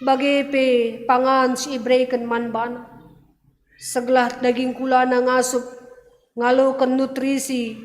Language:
Batak Karo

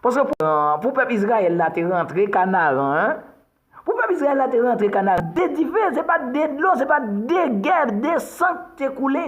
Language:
Haitian Creole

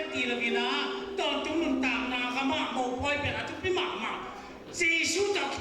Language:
Tedim Chin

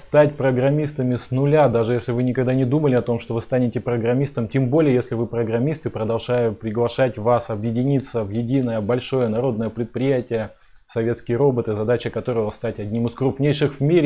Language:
Russian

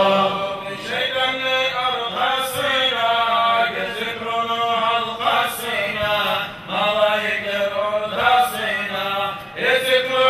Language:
Kumyk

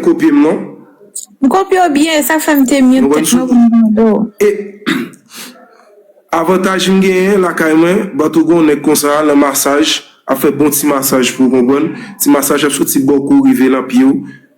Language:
Haitian Creole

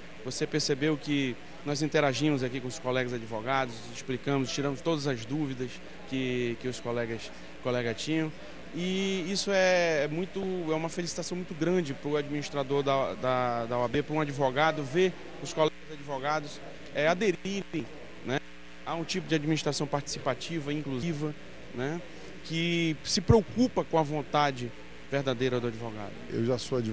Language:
Portuguese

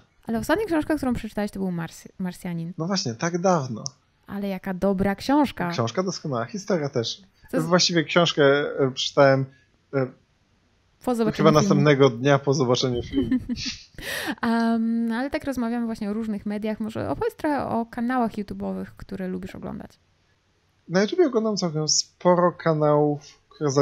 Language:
Polish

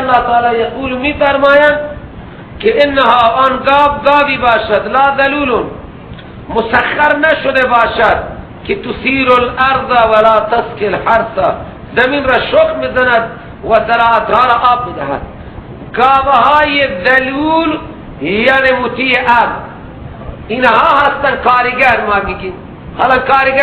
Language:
Persian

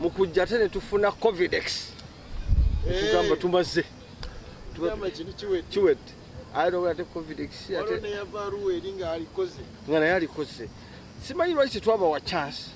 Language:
Ganda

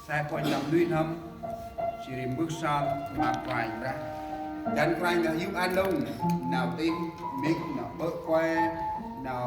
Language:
Central Mnong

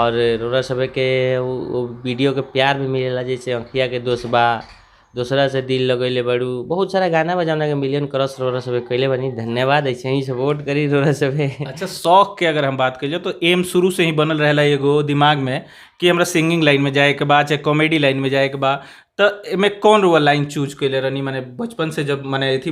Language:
Bhojpuri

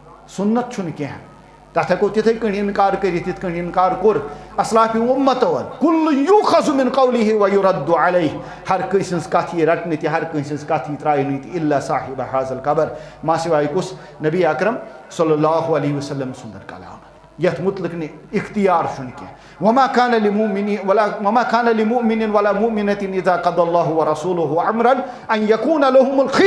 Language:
Kashmiri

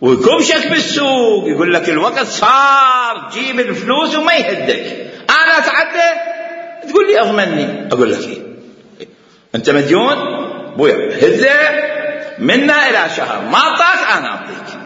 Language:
Mesopotamian Arabic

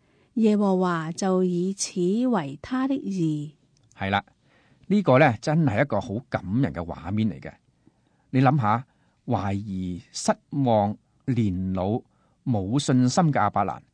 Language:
Cantonese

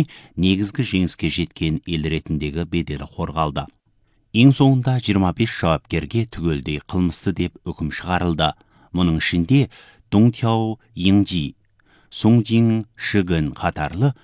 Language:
Kazakh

